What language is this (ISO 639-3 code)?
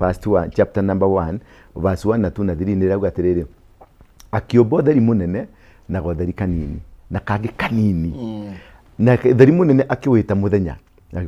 kik